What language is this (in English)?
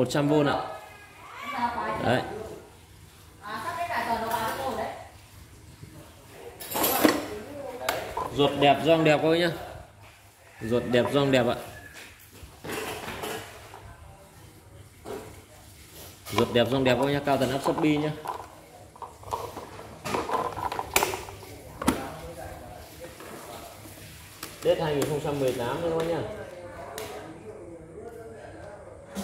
Vietnamese